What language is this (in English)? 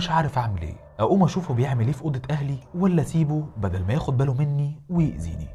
Egyptian Arabic